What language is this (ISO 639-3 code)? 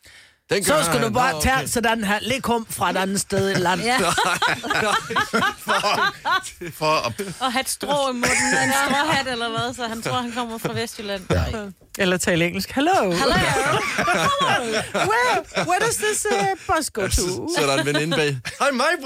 dan